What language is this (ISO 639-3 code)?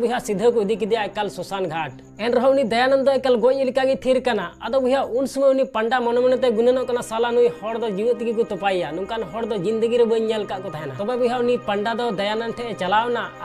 sat